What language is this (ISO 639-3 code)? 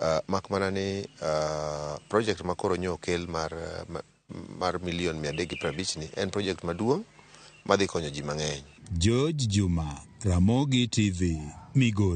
luo